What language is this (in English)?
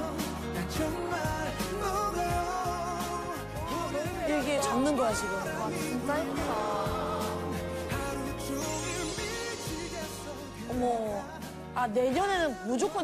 Korean